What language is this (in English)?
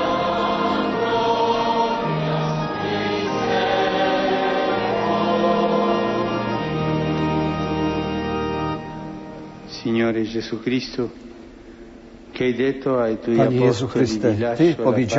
Polish